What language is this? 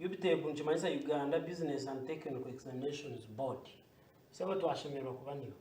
Nyankole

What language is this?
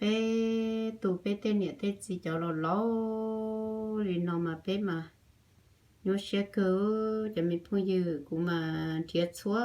Hmong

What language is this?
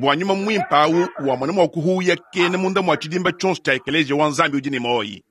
Luba-Lulua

